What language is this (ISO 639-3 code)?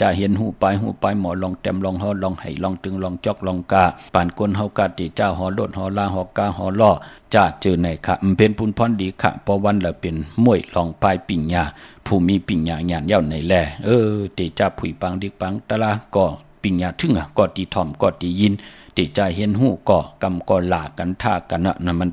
shn